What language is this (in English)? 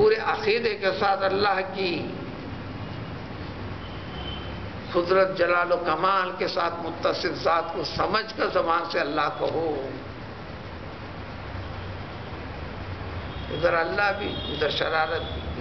Urdu